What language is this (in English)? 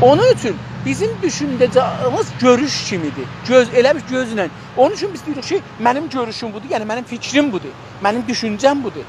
South Azerbaijani